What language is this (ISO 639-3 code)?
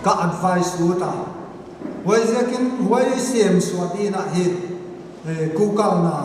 pck